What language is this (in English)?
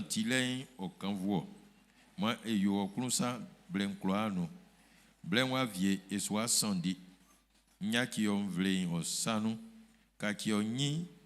Baoulé